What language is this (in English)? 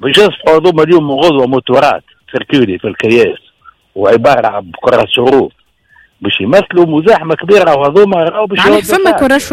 Tunisian Arabic